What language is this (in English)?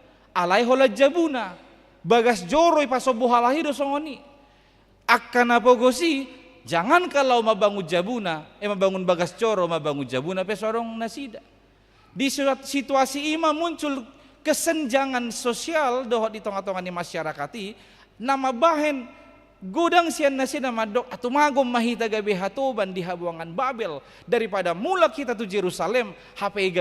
Batak Toba